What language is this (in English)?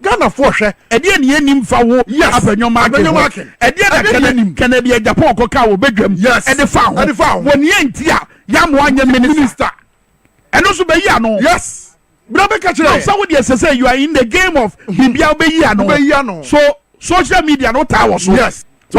Akan